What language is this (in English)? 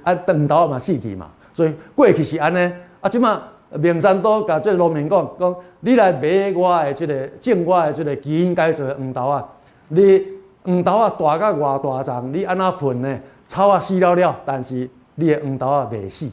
Min Nan Chinese